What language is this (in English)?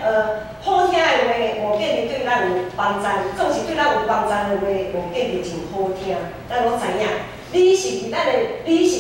Min Nan Chinese